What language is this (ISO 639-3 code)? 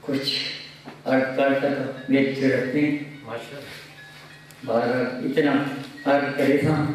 skr